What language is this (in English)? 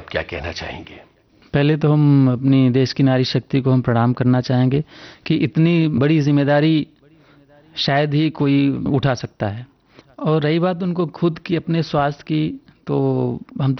Hindi